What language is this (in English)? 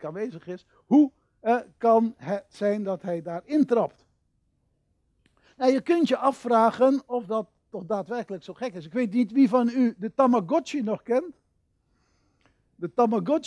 Dutch